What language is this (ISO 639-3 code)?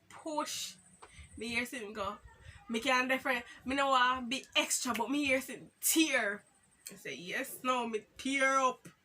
jam